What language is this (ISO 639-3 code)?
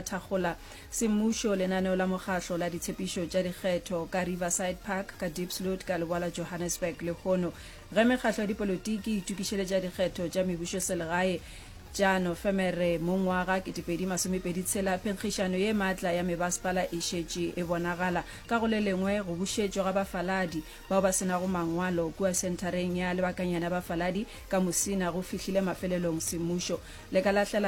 nso